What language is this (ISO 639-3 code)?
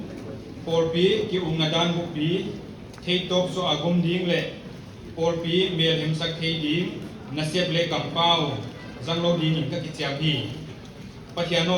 pck